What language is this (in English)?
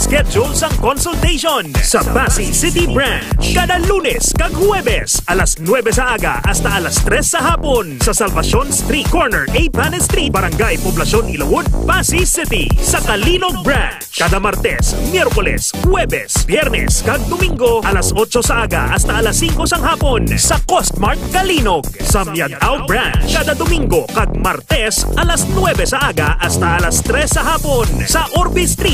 Hiligaynon